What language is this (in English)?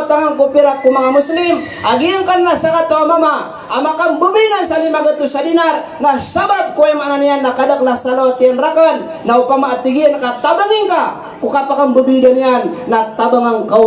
Maranao